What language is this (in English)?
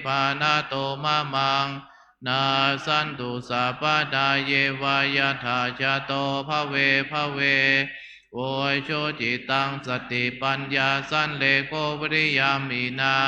Pali